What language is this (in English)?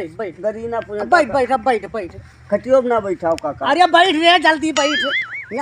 Awadhi